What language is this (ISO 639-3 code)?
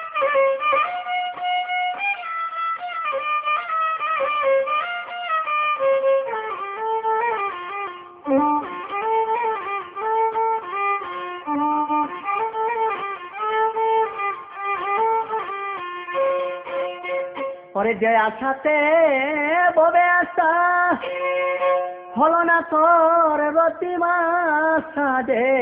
ben